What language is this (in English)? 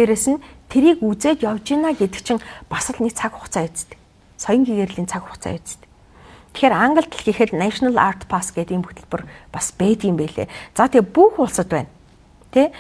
Mongolian